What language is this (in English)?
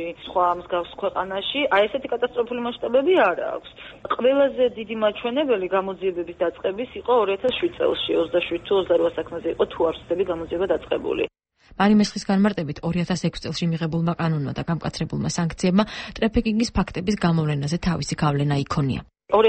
Georgian